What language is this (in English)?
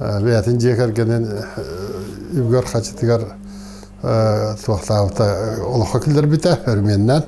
Yakut